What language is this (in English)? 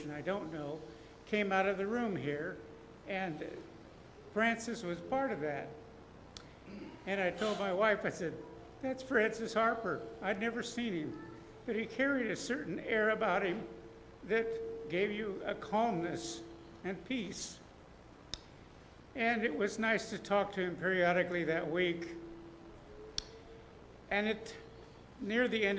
English